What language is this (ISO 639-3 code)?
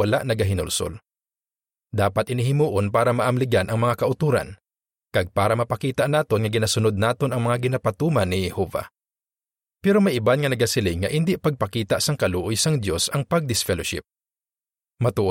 hil